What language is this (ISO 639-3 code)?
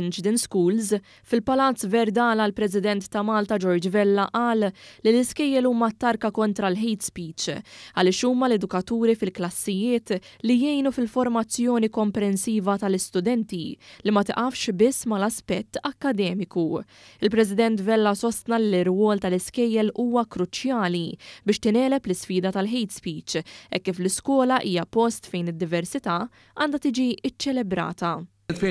mlt